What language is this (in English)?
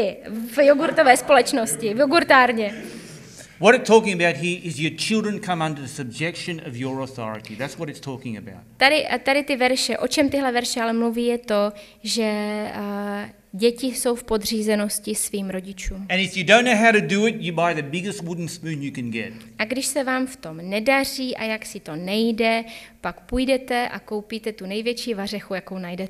Czech